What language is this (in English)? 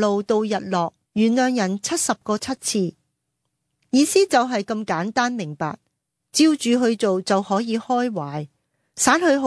Cantonese